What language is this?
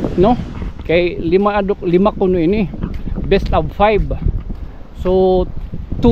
Waray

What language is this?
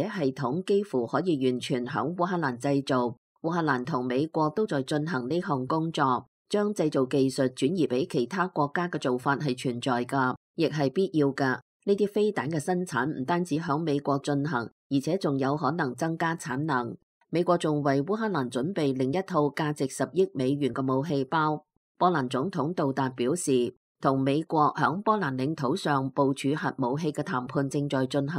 Cantonese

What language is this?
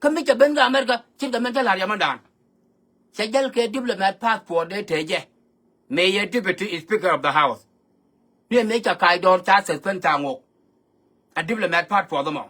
Nuer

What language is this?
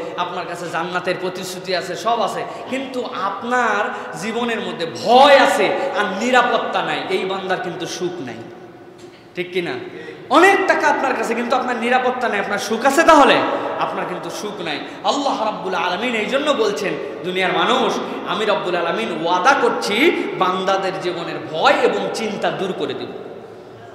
Bangla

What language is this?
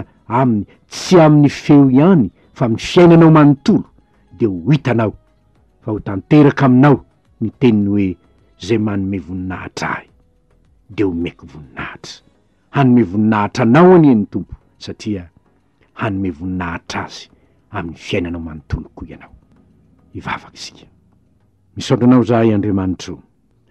Malagasy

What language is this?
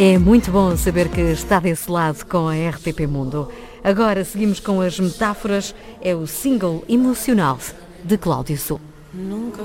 Portuguese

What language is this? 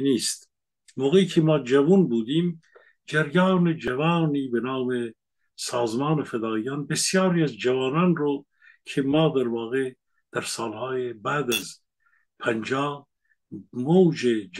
Persian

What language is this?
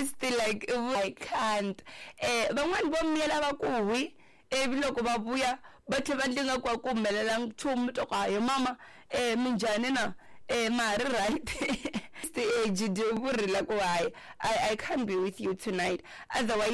Tsonga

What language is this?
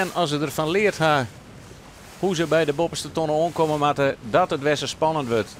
Western Frisian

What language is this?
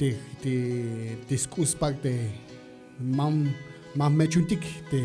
Tzeltal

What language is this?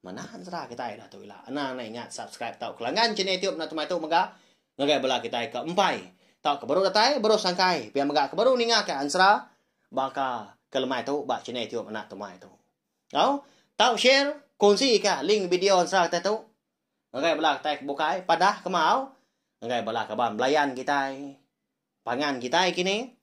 Iban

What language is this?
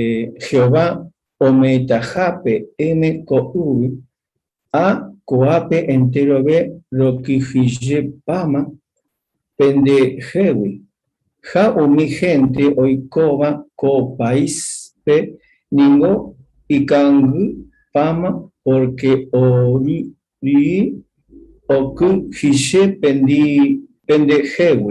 Guarani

